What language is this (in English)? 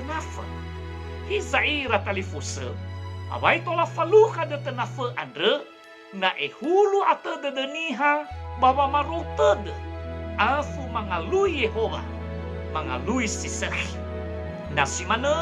Nias